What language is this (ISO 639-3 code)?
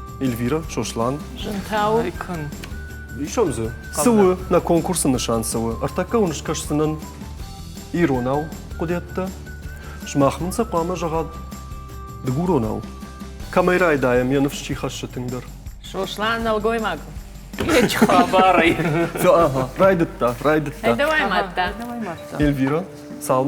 oss